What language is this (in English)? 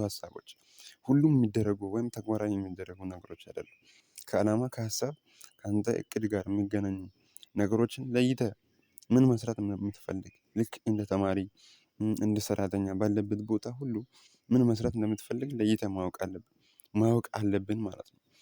Amharic